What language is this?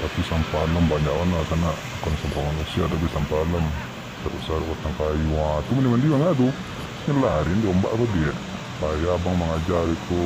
Minangkabau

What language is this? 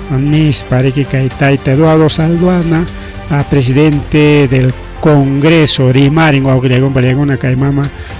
Ayacucho Quechua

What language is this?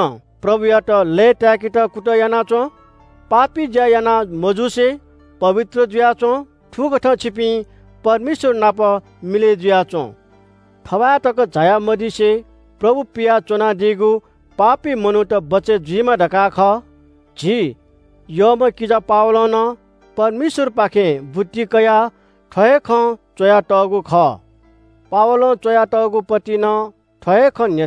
Newari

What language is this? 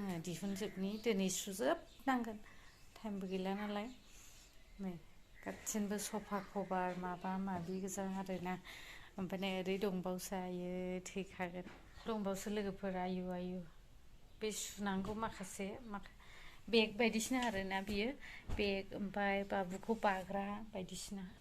Bodo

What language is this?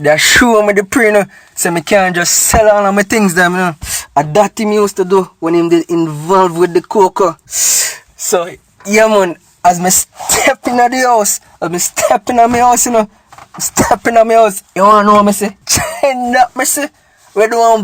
Jamaican Creole English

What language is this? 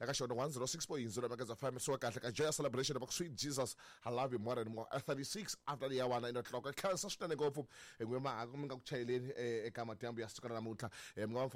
Tsonga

